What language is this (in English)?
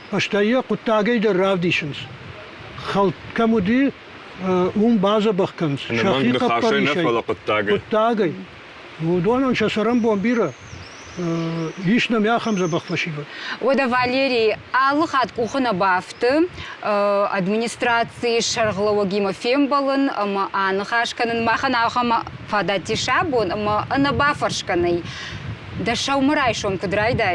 Ossetic